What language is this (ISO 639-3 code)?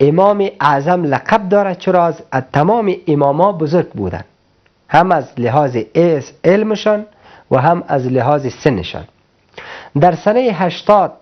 fas